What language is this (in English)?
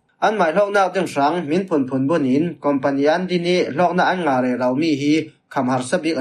Falam Chin